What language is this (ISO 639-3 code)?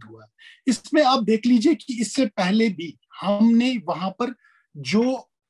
urd